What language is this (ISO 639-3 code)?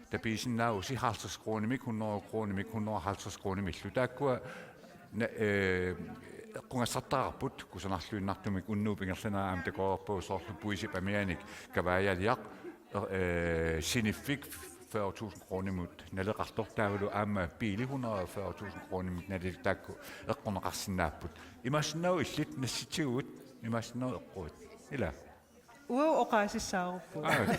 kal